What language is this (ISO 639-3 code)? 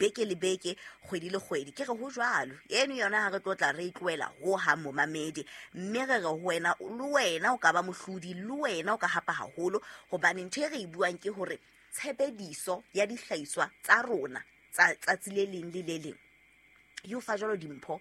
sot